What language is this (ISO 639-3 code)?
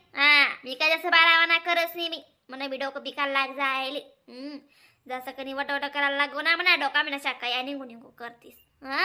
khn